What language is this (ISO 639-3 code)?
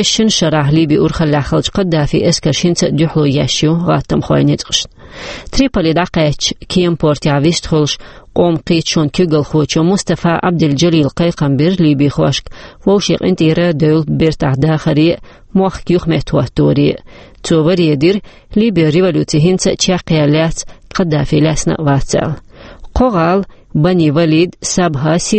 che